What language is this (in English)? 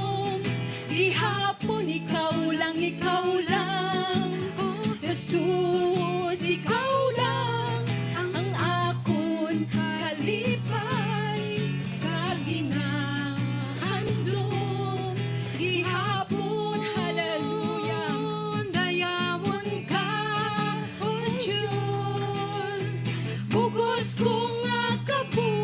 Hiligaynon